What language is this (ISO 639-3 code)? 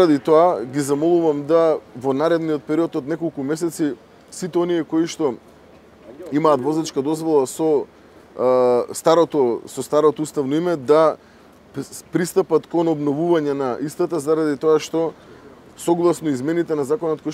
mkd